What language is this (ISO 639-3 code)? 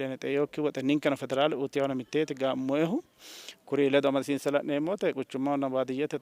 sid